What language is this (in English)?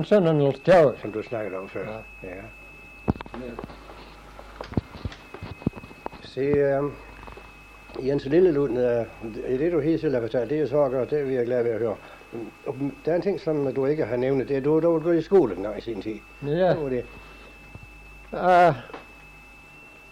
Danish